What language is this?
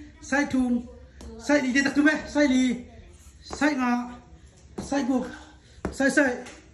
Tedim Chin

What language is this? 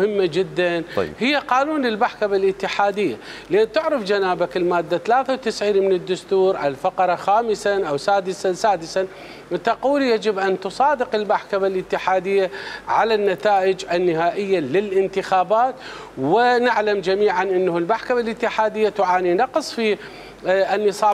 Mesopotamian Arabic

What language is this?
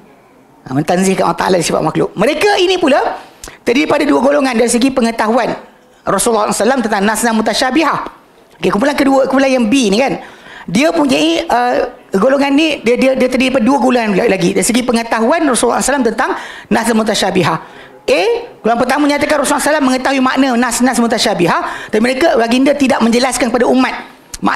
Malay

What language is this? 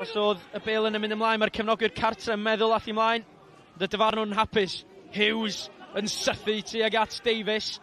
Welsh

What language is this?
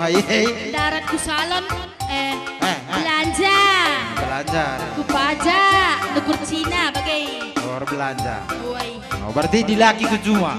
Batak Karo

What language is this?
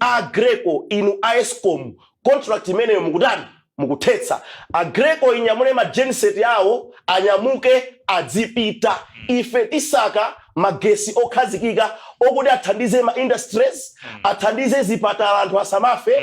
Nyanja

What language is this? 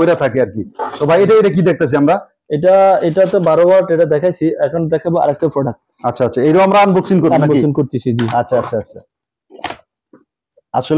Bangla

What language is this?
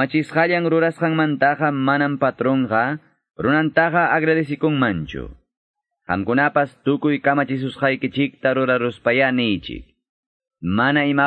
Ayacucho Quechua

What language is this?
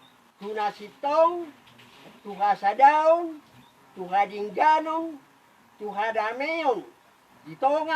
Batak Toba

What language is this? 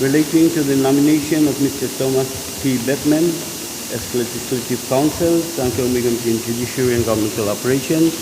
Pohnpeian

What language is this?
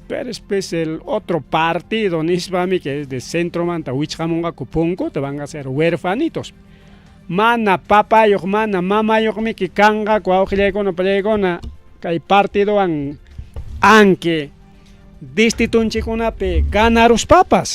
Ayacucho Quechua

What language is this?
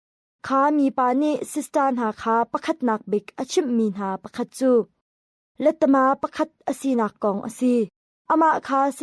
Hakha Chin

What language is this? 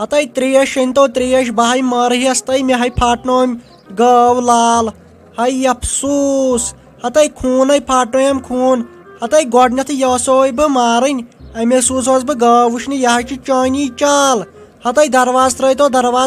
Kashmiri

